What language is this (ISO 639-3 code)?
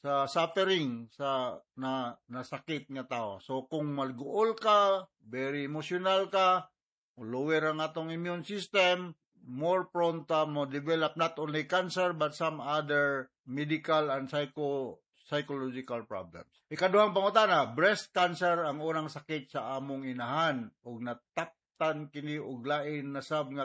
ceb